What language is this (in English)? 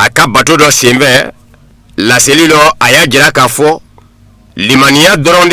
Bambara